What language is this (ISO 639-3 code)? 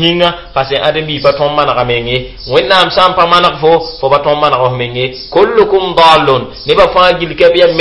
mos